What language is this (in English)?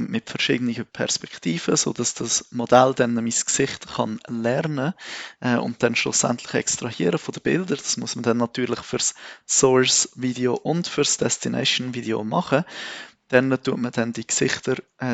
Swiss German